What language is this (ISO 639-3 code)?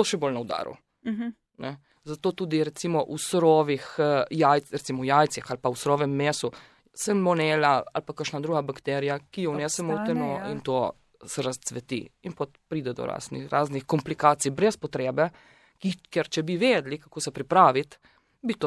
slv